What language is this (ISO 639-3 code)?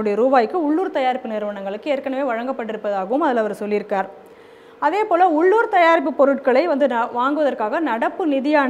tam